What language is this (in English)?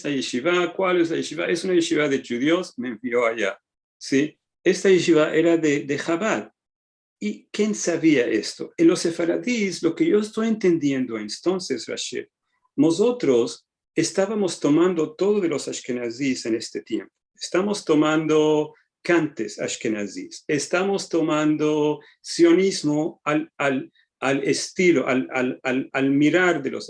Ladino